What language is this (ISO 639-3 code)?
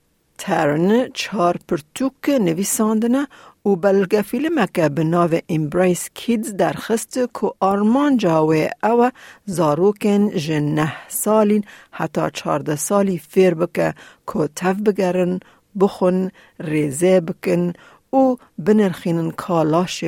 kur